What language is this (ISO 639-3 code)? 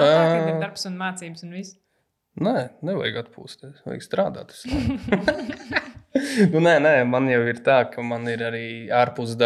lav